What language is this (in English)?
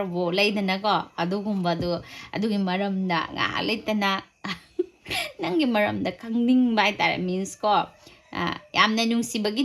Manipuri